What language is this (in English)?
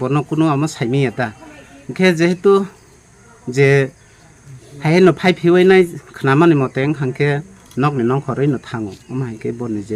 Kok Borok